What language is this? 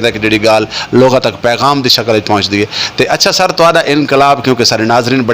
Saraiki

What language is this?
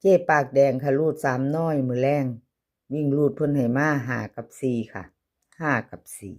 Lao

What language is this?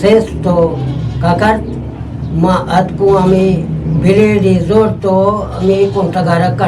Eastern Balochi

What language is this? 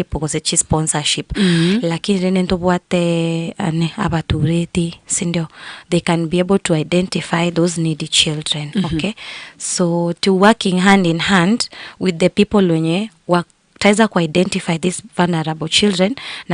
Gusii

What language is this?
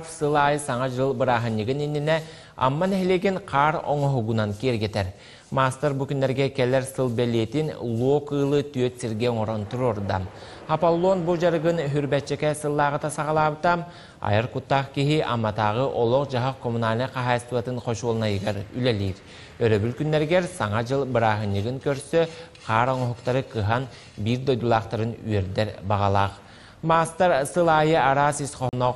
Yakut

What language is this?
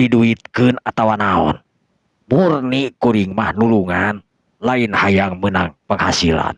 Sundanese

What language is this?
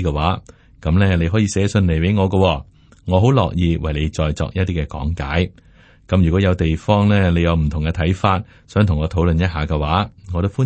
Cantonese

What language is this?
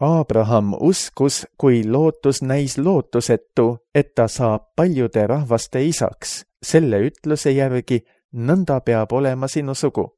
Estonian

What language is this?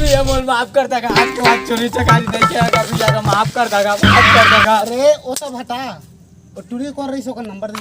Chhattisgarhi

